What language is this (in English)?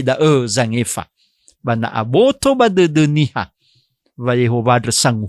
Nias